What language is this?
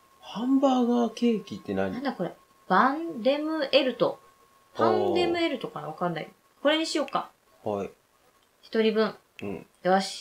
Japanese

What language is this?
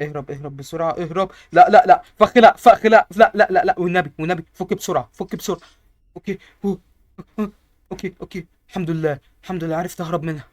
Egyptian Arabic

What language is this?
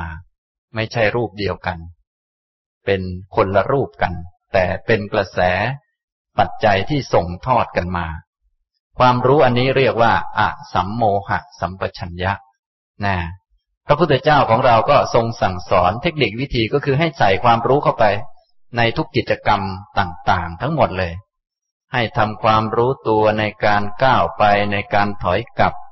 Thai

